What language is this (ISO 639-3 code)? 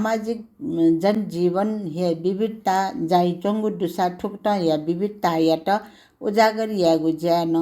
new